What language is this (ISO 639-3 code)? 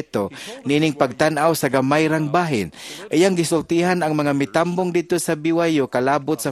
ceb